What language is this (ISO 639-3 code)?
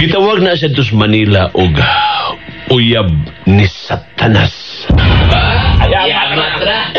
ceb